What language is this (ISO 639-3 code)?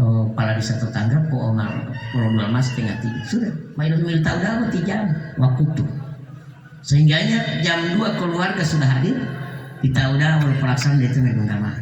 gor